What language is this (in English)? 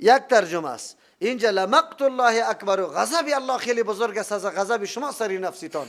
Persian